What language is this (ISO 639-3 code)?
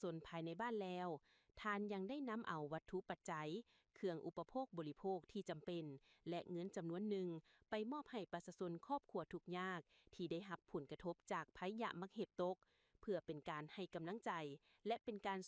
lao